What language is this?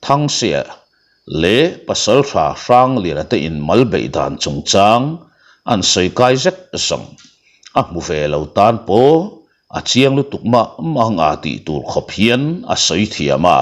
Mizo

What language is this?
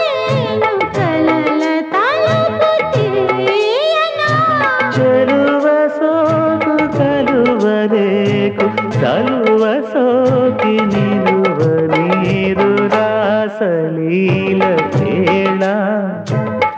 Telugu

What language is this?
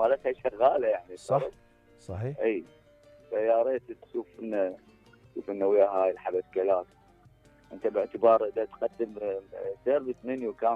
Mesopotamian Arabic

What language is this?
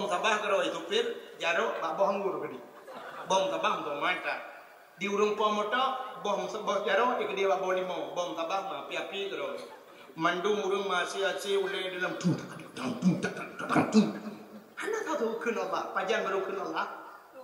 Achinese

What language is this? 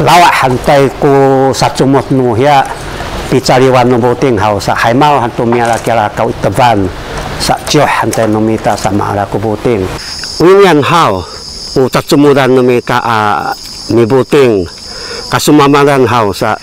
Sakizaya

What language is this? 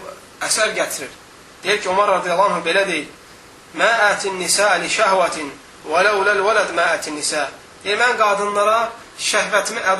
Azerbaijani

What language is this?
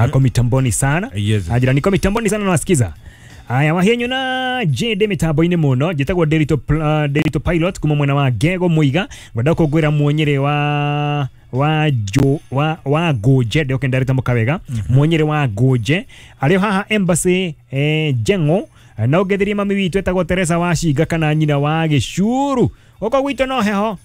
Kikuyu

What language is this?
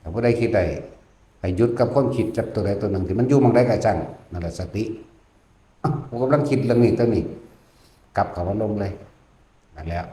Northeastern Thai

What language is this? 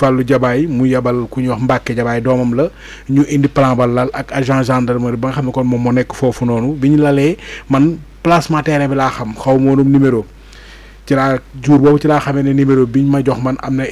Wolof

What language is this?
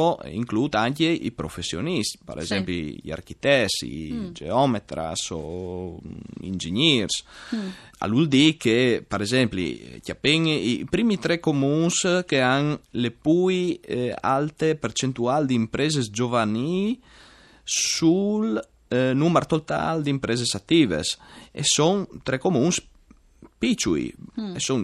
Friulian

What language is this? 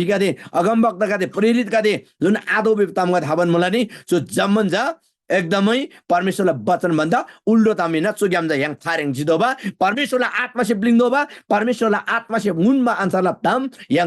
Eastern Tamang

